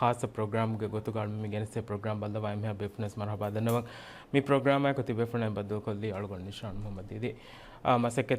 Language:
Divehi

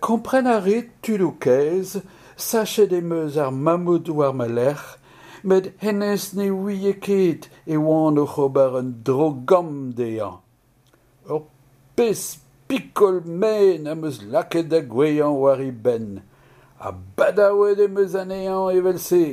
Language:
Breton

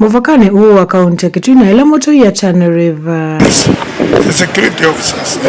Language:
Kamba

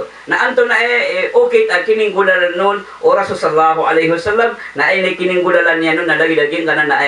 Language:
Maranao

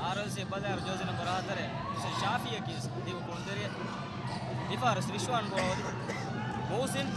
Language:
Divehi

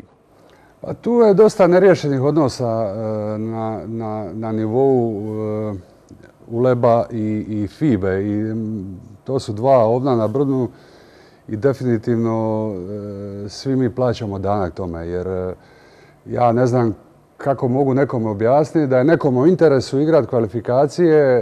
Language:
Croatian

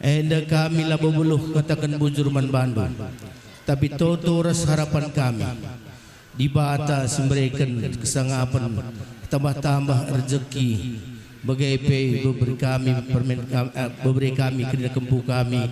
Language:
Batak Karo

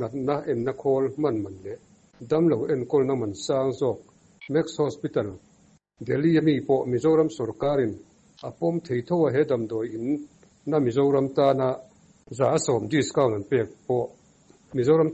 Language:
Mizo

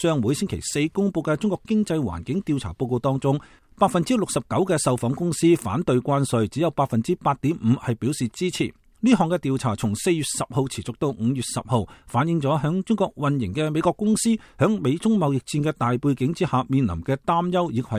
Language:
Cantonese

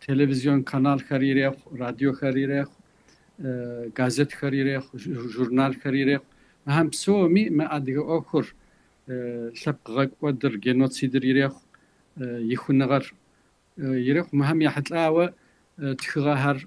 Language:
Kabardian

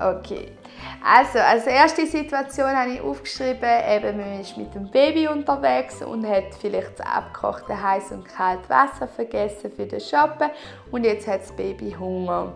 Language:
Swiss German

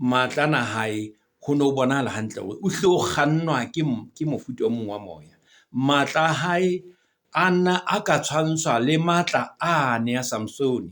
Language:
Southern Sotho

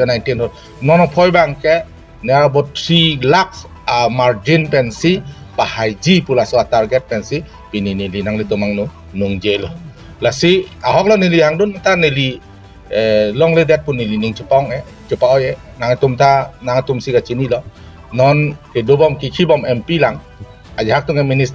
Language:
Karbi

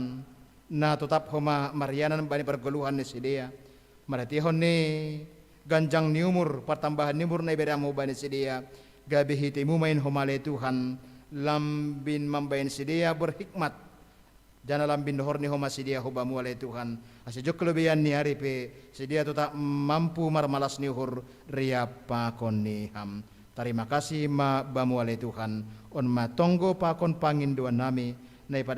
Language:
Batak Simalungun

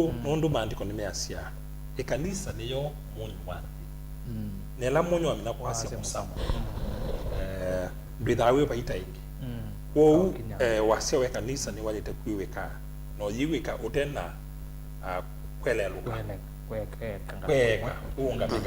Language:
Kamba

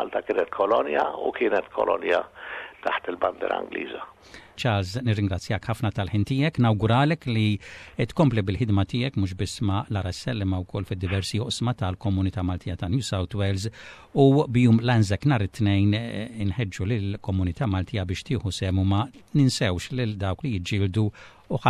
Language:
Maltese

